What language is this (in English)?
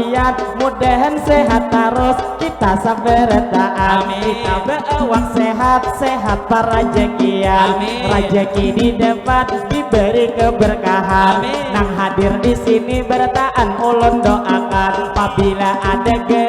Banjar